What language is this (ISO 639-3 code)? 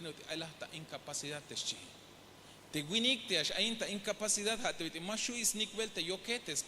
tzh